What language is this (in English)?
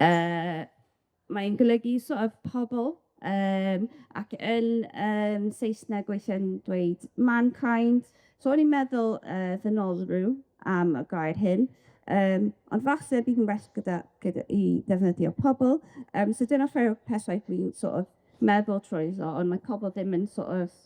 Welsh